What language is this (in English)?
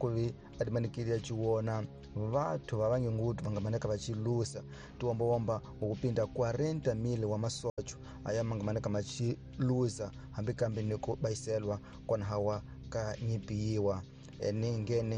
Tsonga